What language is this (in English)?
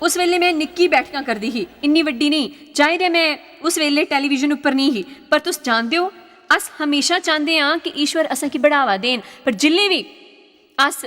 Dogri